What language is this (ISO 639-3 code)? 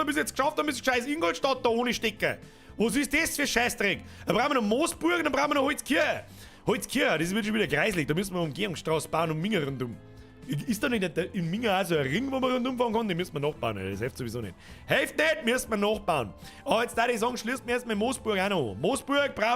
bar